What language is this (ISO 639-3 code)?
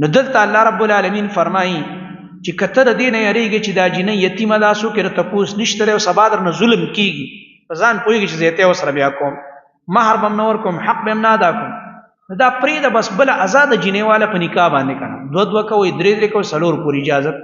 pus